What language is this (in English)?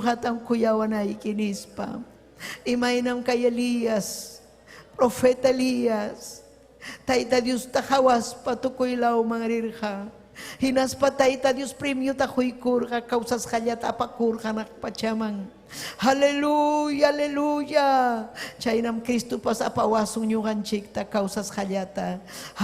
Ayacucho Quechua